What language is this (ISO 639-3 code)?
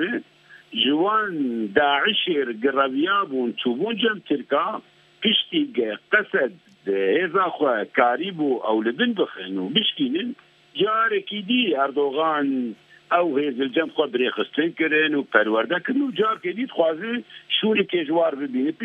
kur